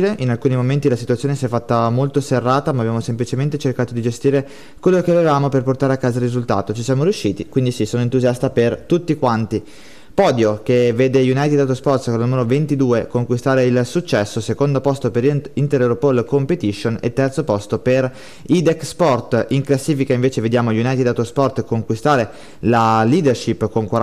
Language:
Italian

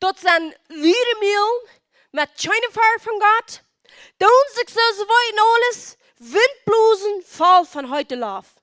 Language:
Plautdietsch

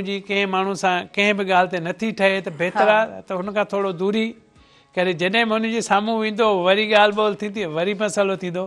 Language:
Sindhi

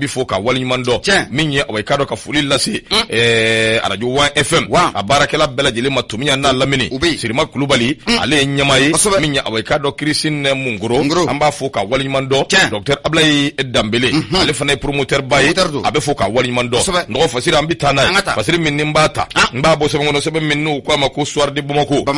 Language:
Bambara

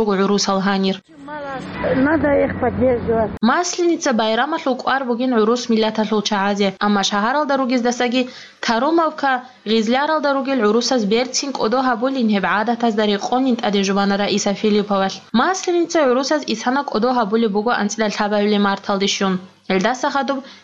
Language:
Avaric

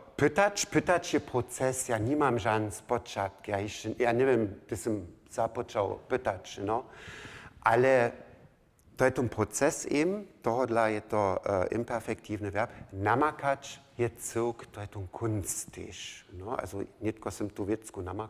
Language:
Upper Sorbian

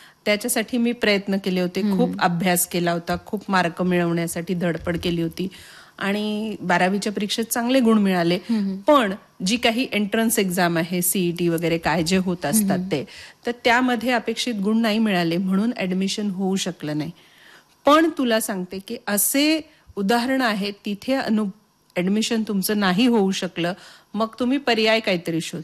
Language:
Marathi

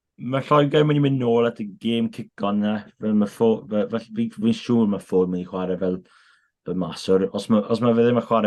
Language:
Welsh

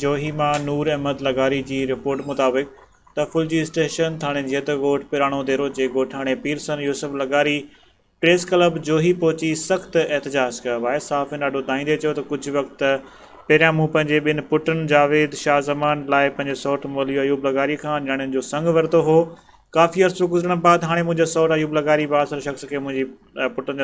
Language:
Sindhi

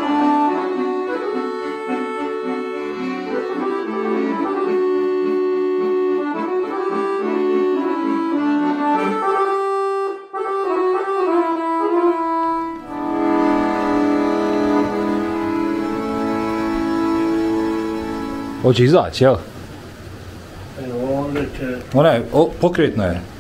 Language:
Bosnian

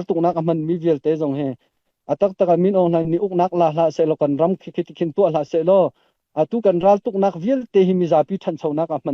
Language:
Hakha Chin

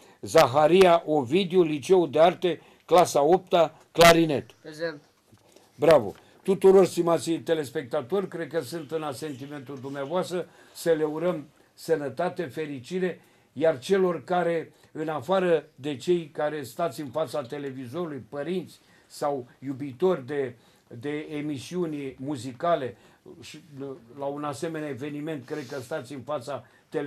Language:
Romanian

